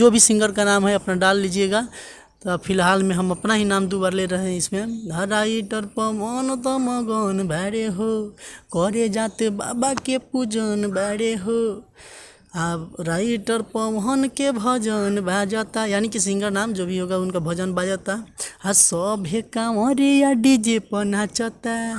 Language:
Bhojpuri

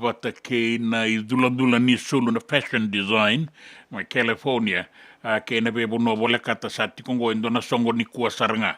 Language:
Fijian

